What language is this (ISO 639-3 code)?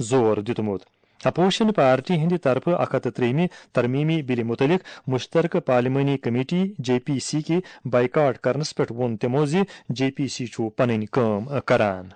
kas